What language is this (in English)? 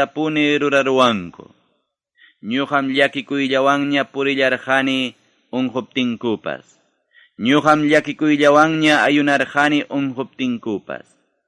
Ayacucho Quechua